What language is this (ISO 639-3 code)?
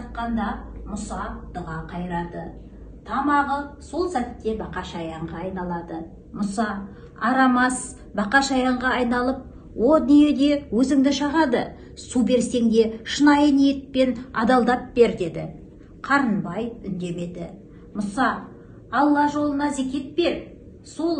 kaz